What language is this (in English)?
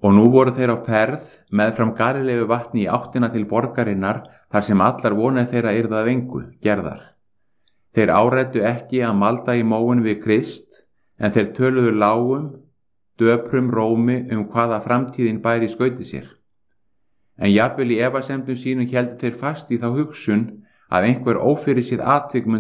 Icelandic